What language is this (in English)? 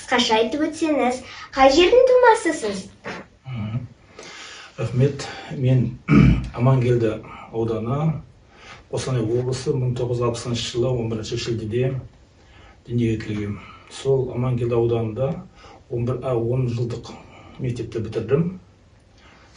Kazakh